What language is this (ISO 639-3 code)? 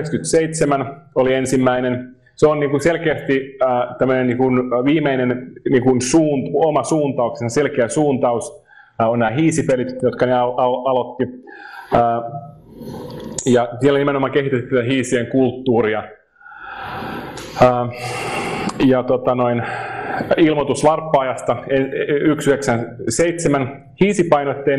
fin